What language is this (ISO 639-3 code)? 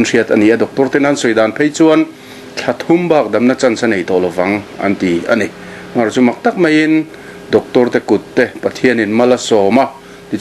lus